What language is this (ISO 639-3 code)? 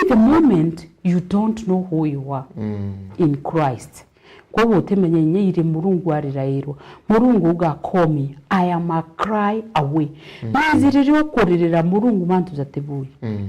mer